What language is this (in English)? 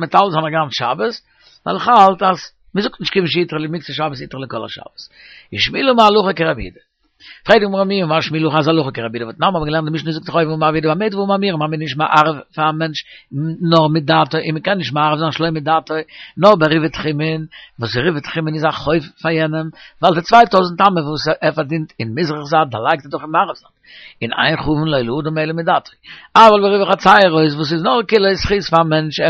Yiddish